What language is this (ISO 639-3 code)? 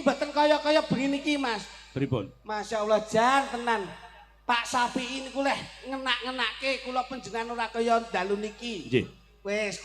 jav